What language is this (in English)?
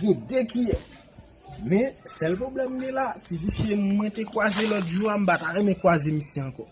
Haitian Creole